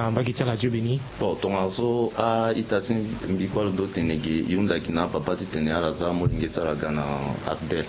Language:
Sango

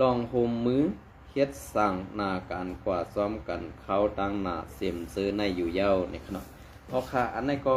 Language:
Shan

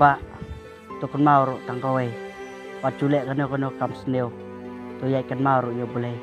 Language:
Khasi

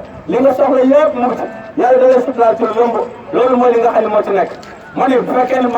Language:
Wolof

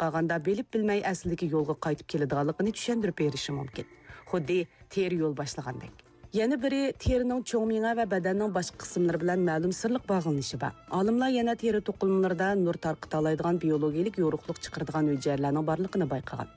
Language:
Uyghur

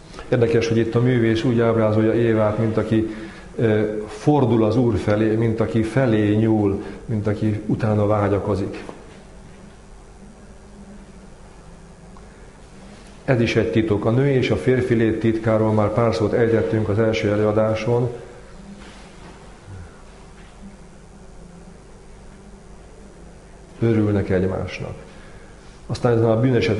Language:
Hungarian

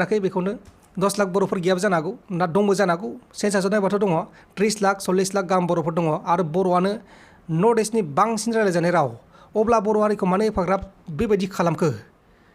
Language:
Bodo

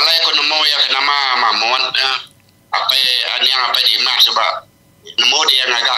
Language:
Iban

